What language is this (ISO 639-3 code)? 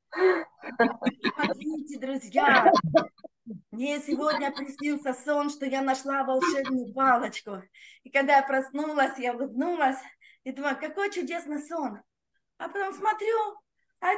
rus